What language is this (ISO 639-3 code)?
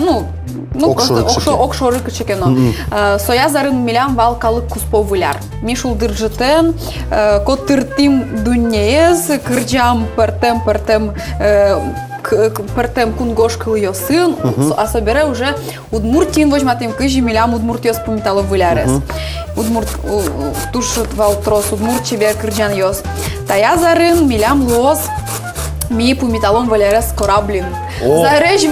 udm